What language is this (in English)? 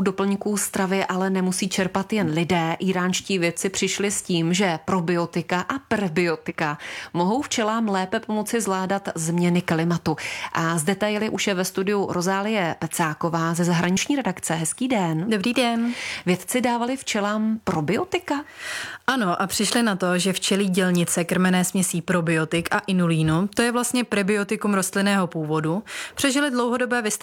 Czech